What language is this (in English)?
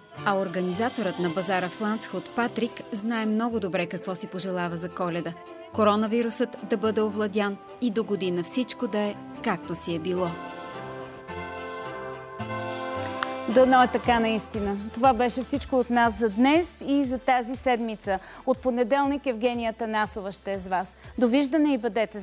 Bulgarian